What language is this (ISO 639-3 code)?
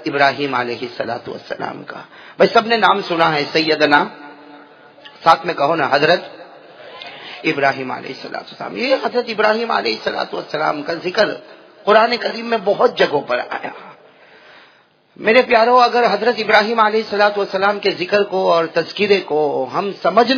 urd